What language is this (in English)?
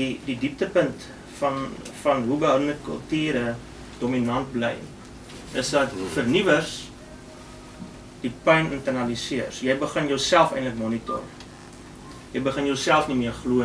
Afrikaans